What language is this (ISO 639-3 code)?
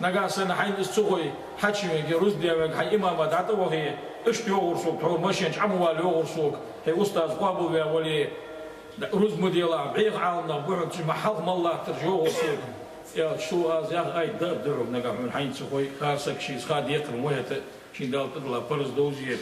inh